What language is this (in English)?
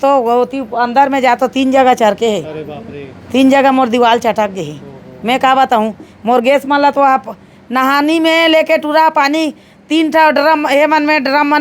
Chhattisgarhi